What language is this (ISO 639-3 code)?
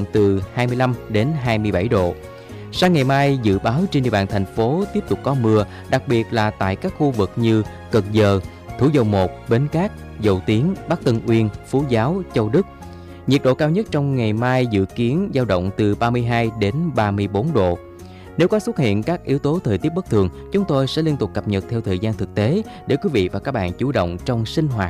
vie